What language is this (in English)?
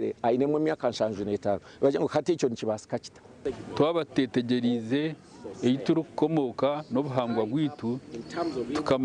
Nyankole